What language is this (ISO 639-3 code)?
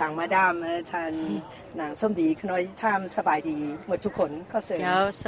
lao